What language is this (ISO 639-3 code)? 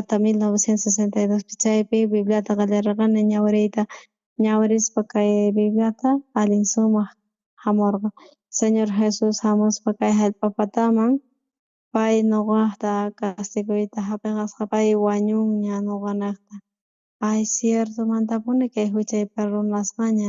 quh